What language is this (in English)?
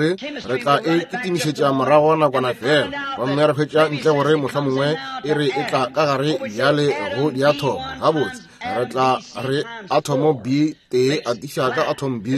Northern Sotho